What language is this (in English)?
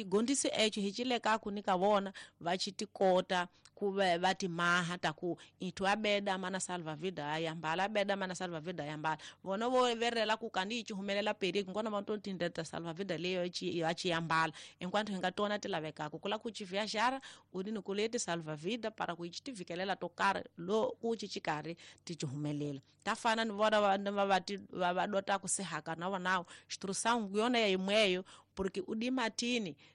Tsonga